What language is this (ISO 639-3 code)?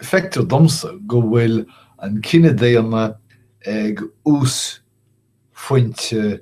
gle